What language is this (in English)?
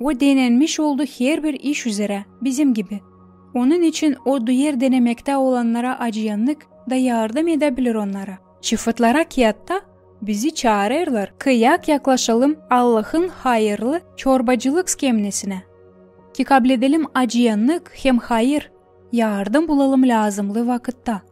Gagauz